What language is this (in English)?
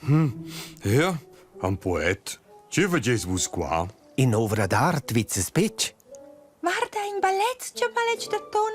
Romansh